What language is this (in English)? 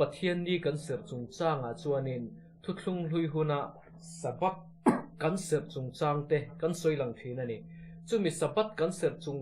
Mizo